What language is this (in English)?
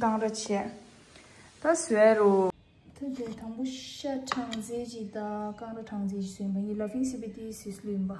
Tibetan